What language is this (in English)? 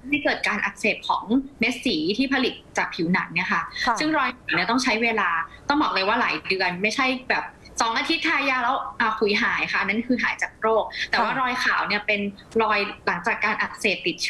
Thai